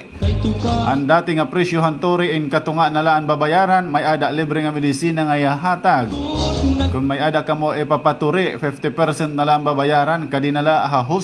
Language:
Waray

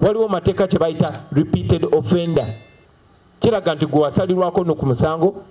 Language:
Ganda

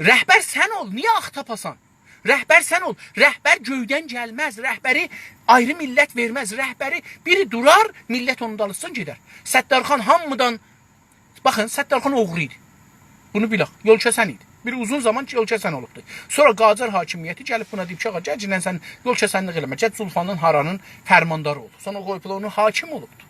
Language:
South Azerbaijani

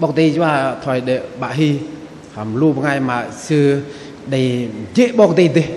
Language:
Bahnar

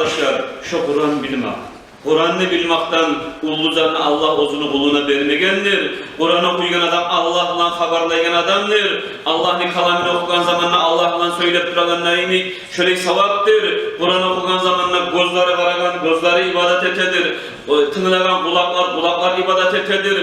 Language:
Kumyk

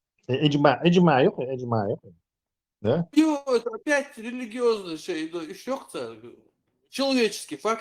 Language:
Chechen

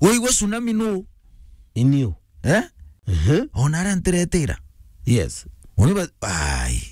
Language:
Meru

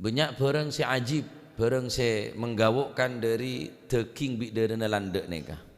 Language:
Madurese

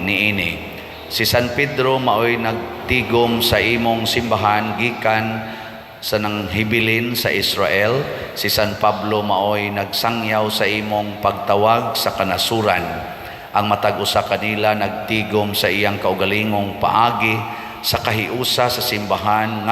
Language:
Cebuano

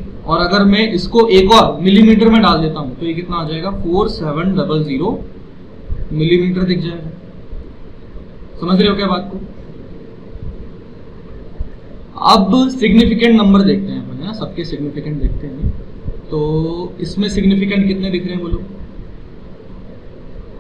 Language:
Hindi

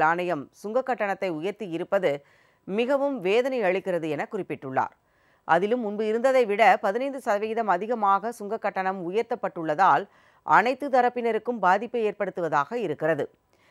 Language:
Tamil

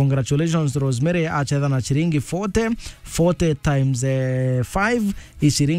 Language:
Meru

